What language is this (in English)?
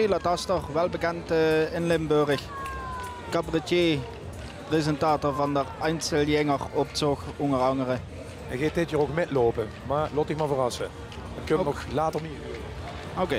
Limburgish